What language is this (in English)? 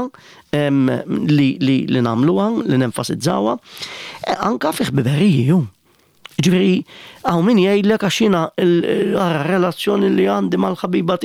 Maltese